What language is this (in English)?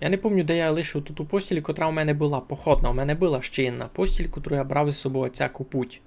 Rusyn